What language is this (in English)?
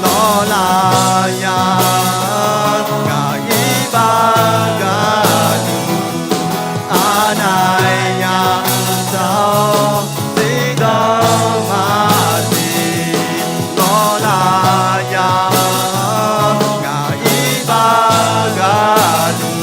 Akha